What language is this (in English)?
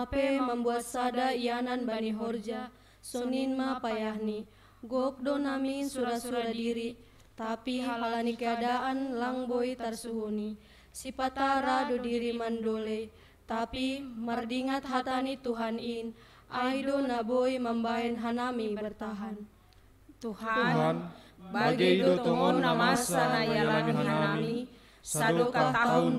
Batak Simalungun